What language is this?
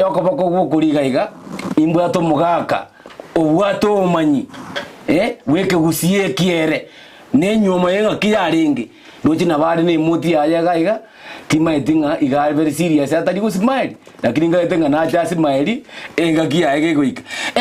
Gusii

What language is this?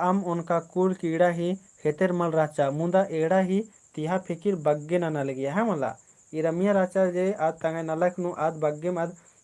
Kurukh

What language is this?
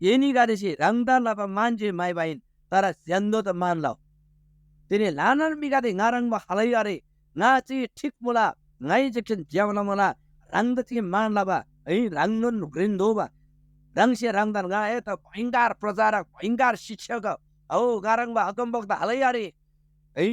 Eastern Tamang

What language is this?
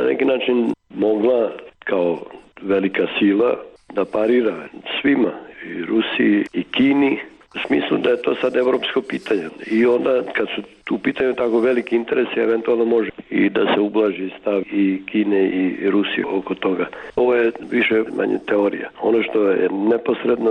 Serbian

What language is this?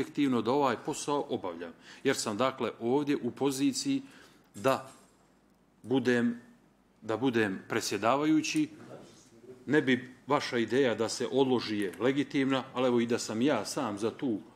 Bosnian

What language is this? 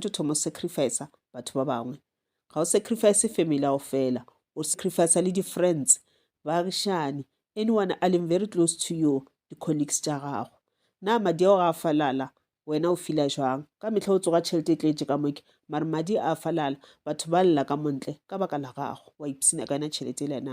Northern Sotho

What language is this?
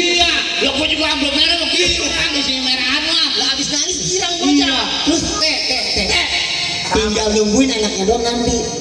Betawi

